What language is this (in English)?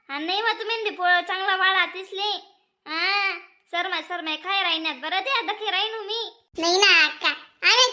Khandesi